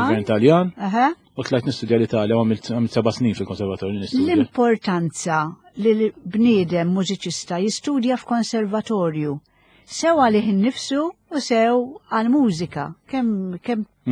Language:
Maltese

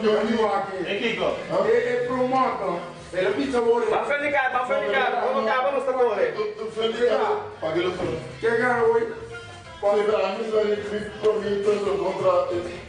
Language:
Papiamento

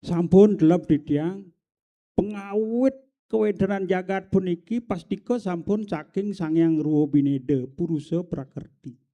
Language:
Balinese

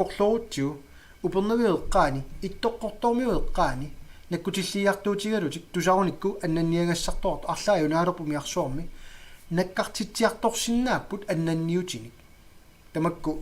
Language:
Kalaallisut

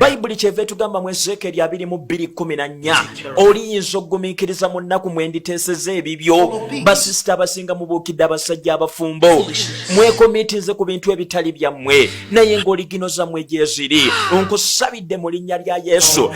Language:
Ganda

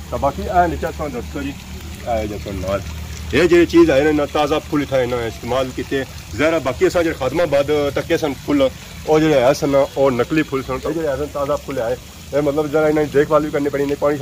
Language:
Pahari-Potwari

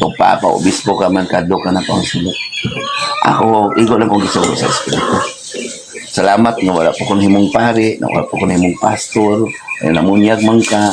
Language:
Cebuano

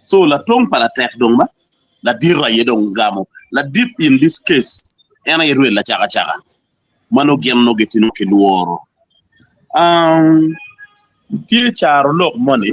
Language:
Acoli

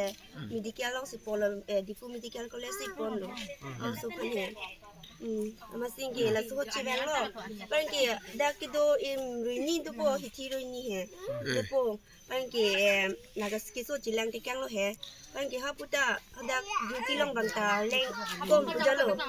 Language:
Karbi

